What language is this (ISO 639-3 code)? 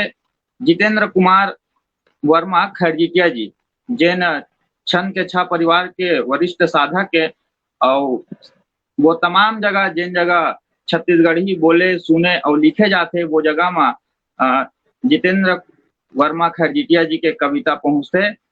hne